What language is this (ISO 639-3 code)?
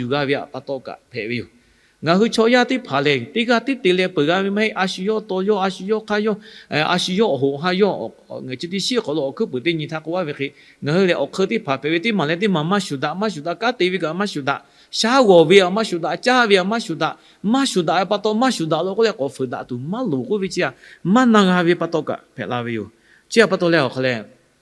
lhu